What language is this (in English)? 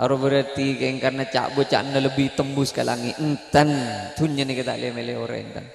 Madurese